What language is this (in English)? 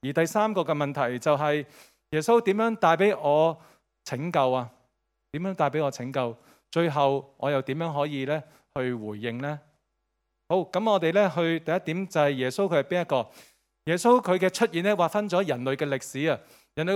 Cantonese